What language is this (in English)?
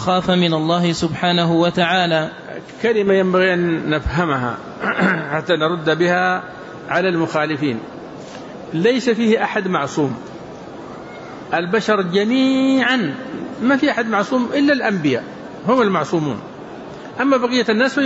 Arabic